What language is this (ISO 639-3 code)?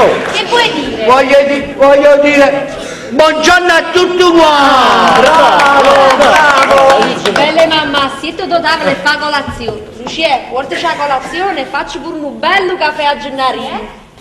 nap